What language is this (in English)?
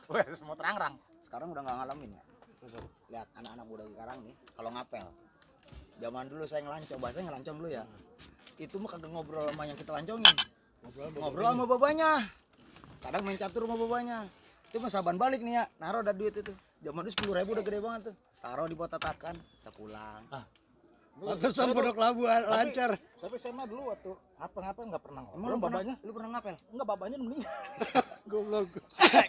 Betawi